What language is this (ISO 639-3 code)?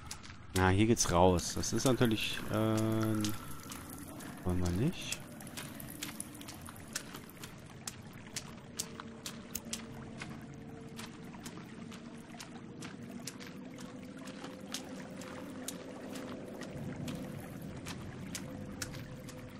deu